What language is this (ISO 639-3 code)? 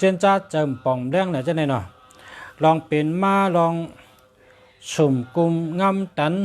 shn